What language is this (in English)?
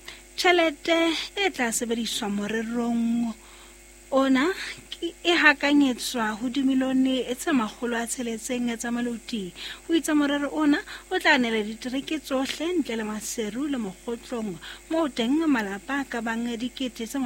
Southern Sotho